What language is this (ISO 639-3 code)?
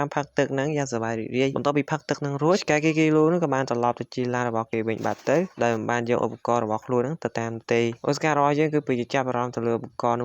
khm